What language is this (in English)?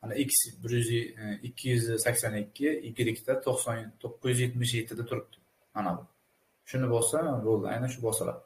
Uzbek